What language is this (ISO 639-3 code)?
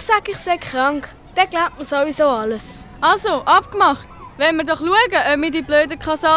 gsw